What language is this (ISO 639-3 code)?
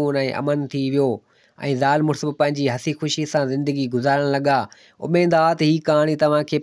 snd